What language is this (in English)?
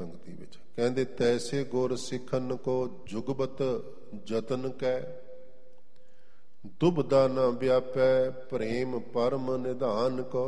Punjabi